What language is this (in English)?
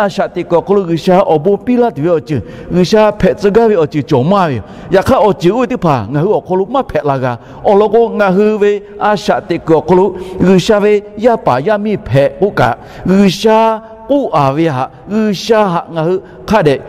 Lahu